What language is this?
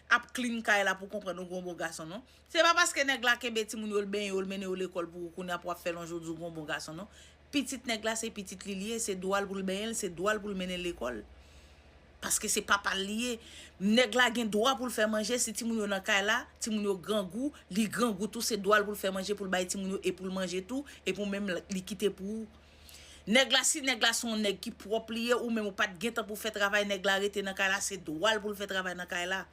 Haitian Creole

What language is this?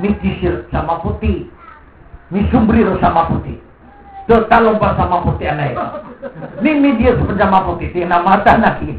Maranao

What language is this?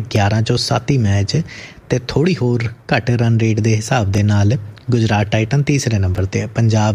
Punjabi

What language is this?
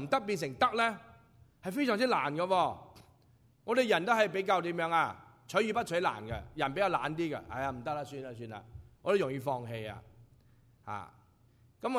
Cantonese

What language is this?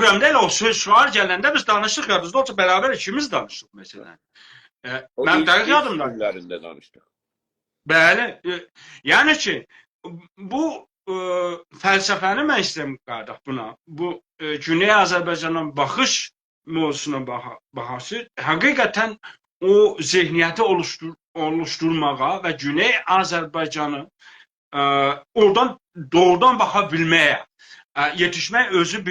South Azerbaijani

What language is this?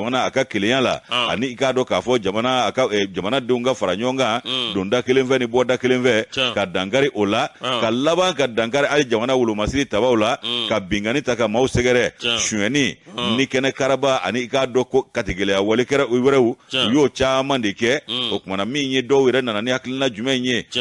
Bambara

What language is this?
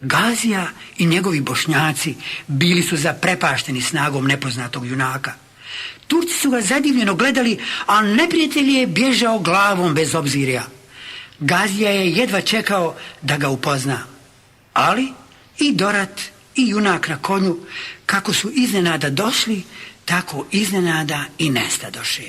Bosnian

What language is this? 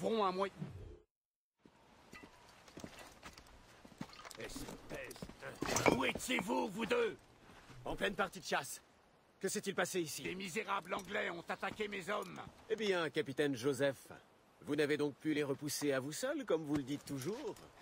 French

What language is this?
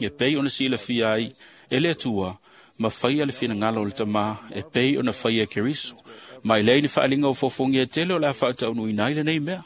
Samoan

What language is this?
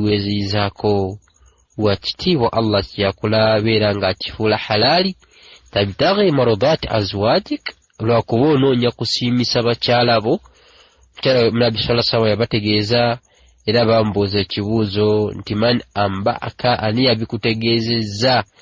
Ganda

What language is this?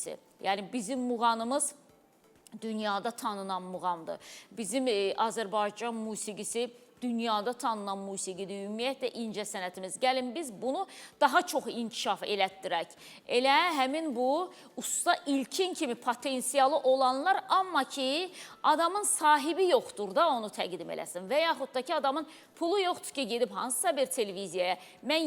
Azerbaijani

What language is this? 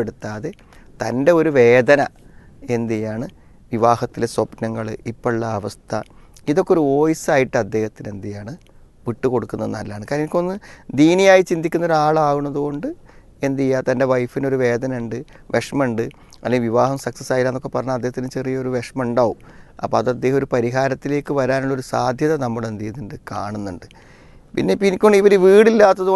Malayalam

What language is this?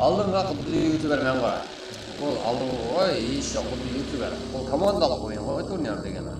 Kara-Kalpak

